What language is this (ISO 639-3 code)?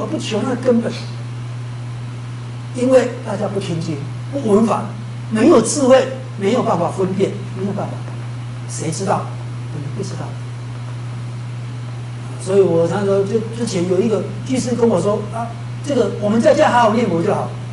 zho